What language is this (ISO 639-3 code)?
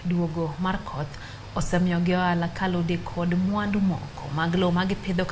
luo